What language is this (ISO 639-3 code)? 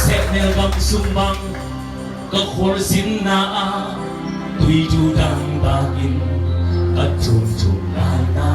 ctd